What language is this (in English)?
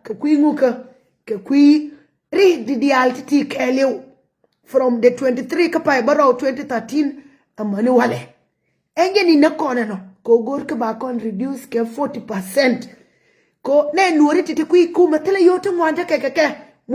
Nuer